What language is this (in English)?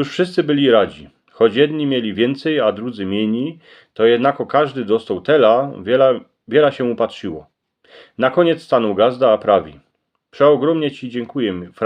Silesian